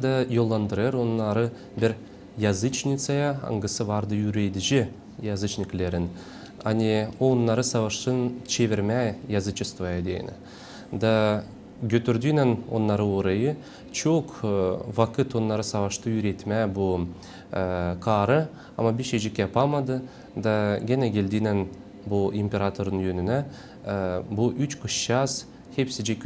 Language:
Gagauz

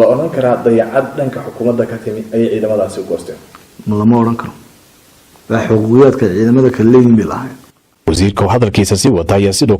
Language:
Somali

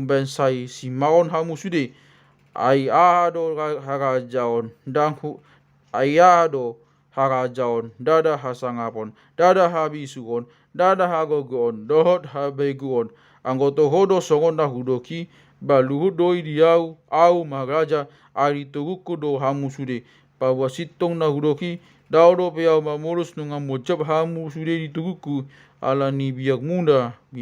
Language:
Batak Toba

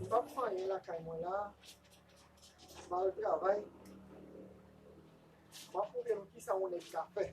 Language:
Haitian Creole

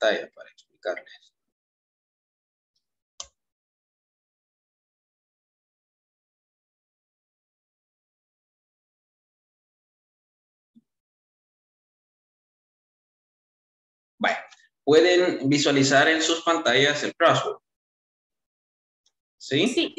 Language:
Spanish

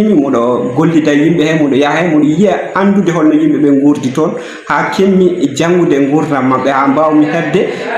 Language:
Fula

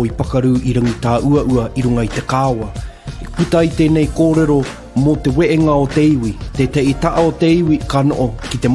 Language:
Māori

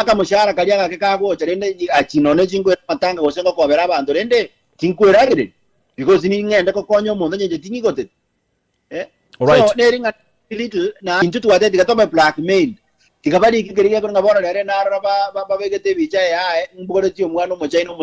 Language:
Gusii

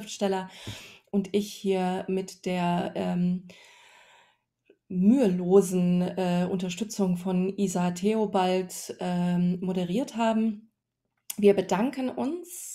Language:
German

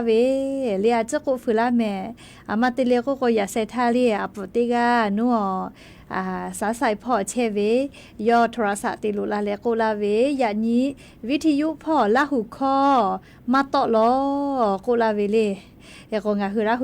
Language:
Lahu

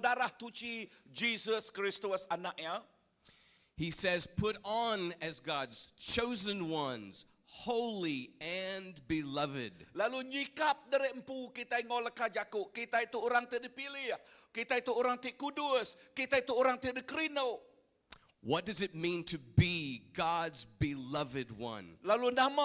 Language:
Iban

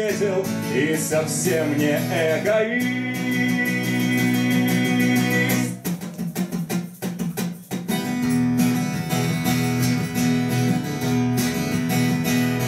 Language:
Russian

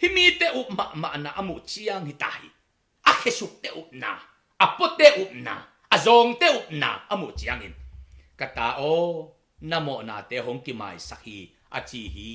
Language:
Tedim Chin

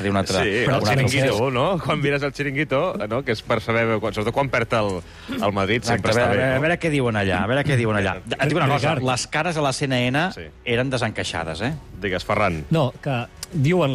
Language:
Catalan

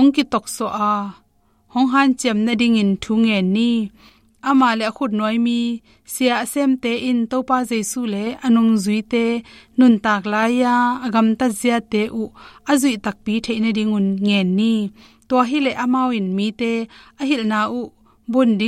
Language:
Tedim Chin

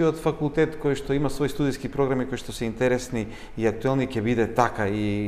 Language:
Macedonian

